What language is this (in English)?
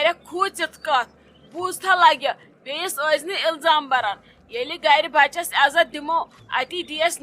Kashmiri